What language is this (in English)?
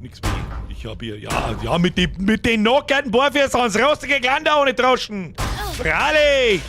Bavarian